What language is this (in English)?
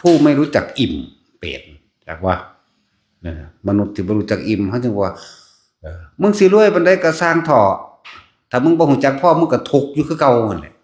Northeastern Thai